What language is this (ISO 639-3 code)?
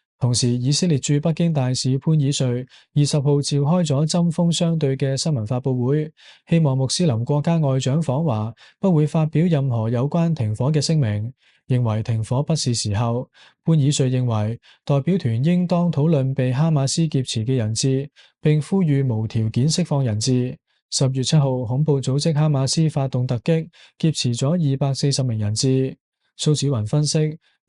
yue